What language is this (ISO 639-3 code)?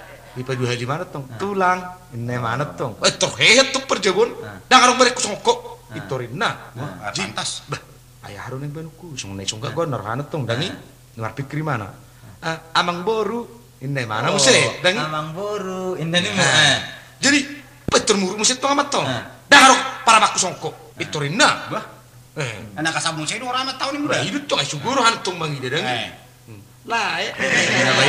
bbc